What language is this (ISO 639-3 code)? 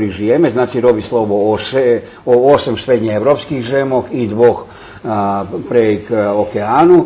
rue